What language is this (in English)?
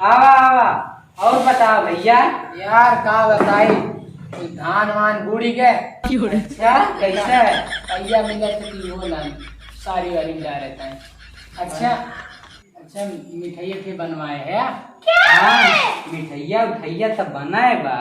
Awadhi